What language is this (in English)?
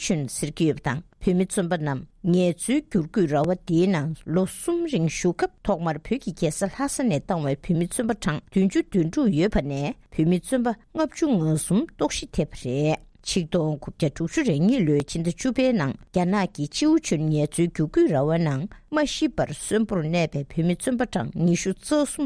Tibetan